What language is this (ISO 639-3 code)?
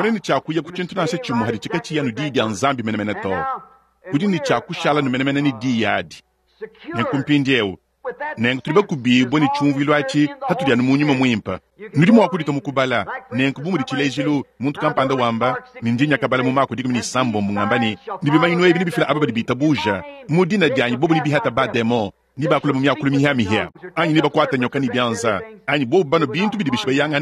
lua